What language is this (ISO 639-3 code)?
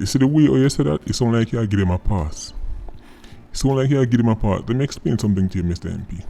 jam